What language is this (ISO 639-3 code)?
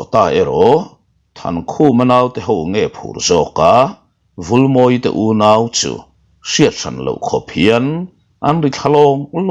lus